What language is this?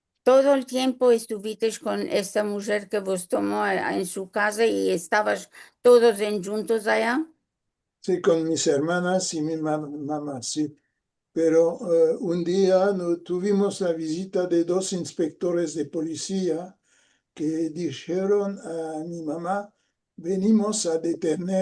Ladino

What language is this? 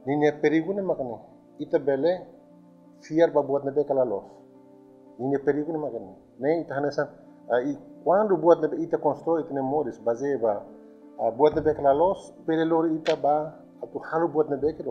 Tetum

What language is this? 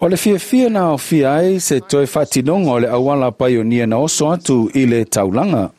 Samoan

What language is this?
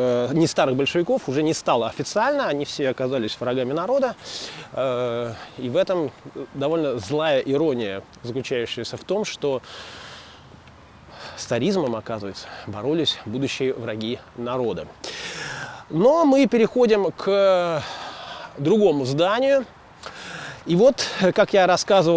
Russian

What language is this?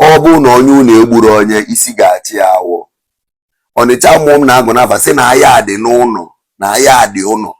Igbo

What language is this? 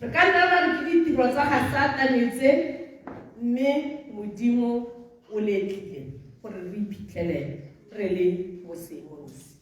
Tswana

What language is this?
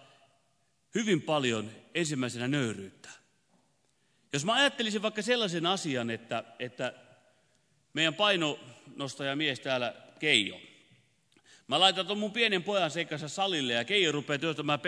Finnish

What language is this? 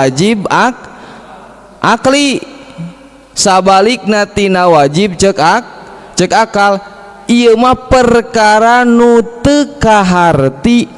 Sundanese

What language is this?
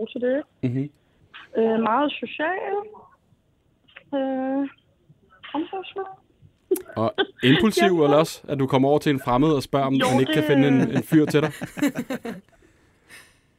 Danish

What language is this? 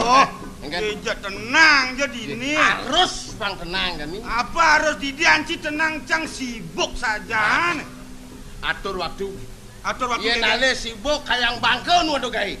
Balinese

